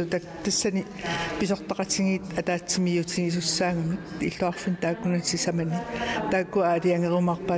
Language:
Kalaallisut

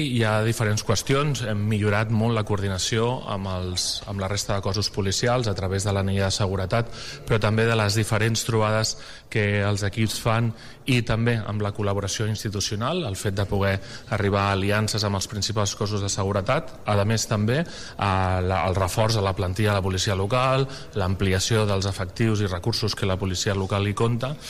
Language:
Catalan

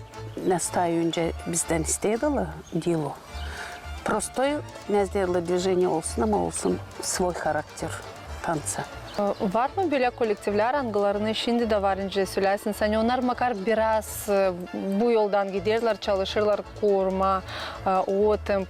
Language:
Gagauz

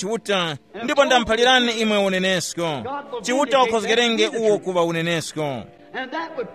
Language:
Tumbuka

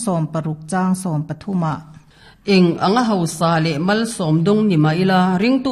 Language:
Mizo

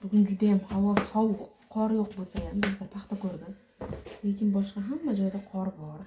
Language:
Uzbek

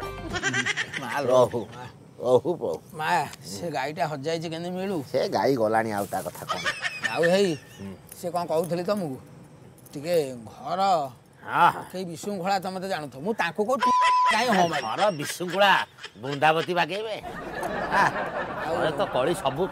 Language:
Odia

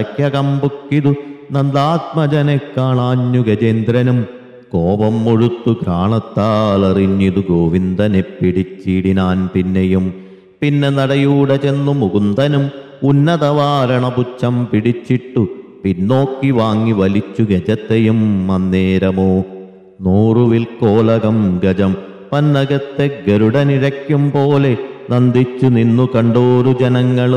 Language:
Malayalam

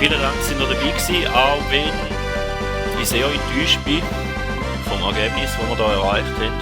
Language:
Swiss German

